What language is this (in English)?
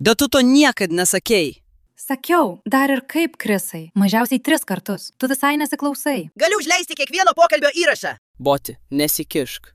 Lithuanian